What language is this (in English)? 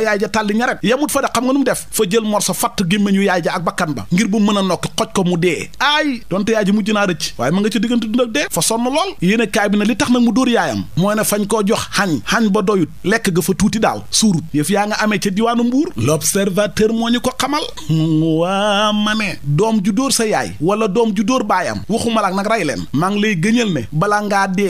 Wolof